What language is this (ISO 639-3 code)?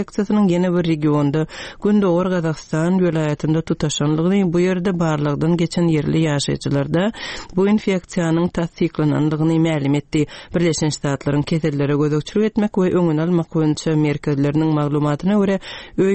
tuk